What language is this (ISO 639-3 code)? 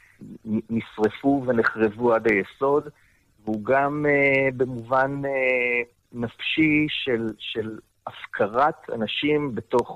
heb